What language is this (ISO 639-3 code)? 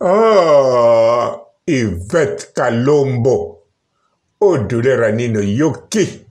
lin